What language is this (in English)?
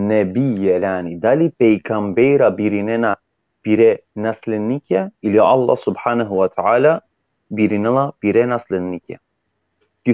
Balkan Romani